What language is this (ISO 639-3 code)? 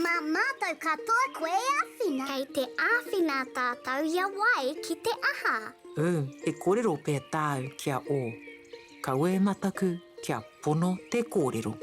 mri